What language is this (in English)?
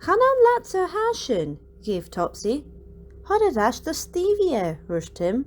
Scottish Gaelic